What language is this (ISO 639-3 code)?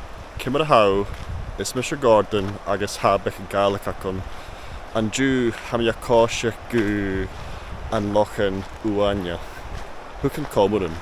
gla